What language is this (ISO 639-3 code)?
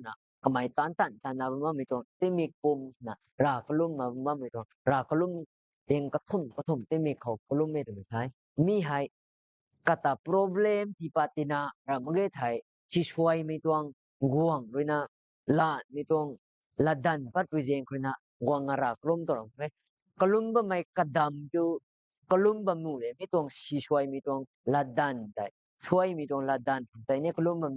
nbu